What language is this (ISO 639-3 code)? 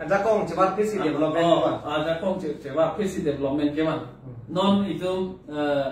mjw